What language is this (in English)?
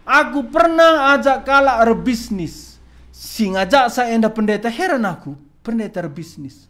Batak Karo